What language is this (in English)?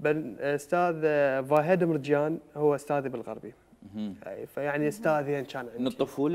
Mesopotamian Arabic